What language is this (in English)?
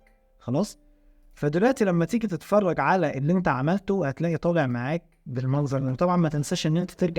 Egyptian Arabic